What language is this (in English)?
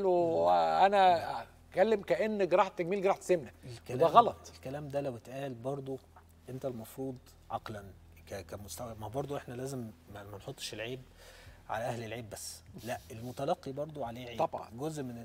Egyptian Arabic